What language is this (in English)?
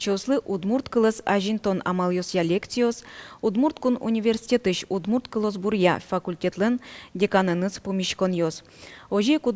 Udmurt